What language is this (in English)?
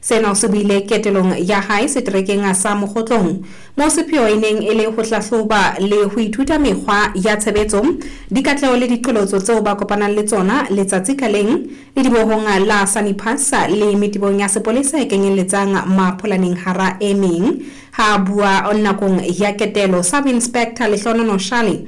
Southern Sotho